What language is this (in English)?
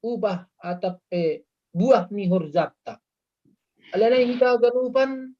Batak Simalungun